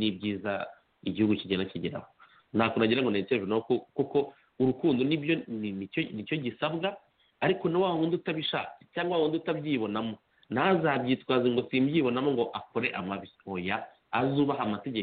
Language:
Kinyarwanda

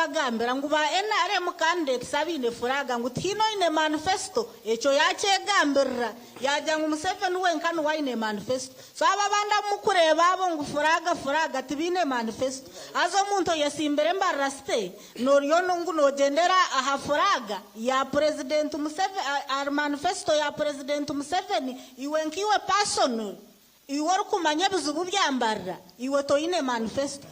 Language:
Nyankole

